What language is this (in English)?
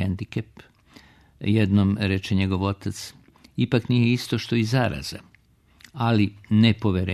Serbian